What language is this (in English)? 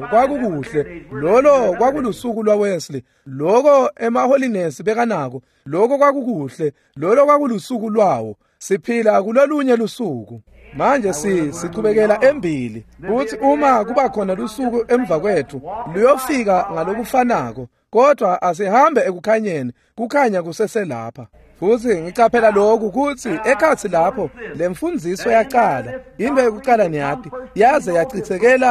Swati